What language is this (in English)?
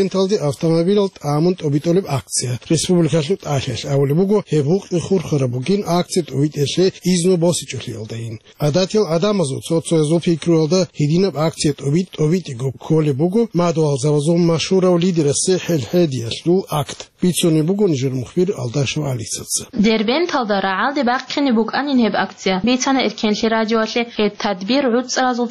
Avaric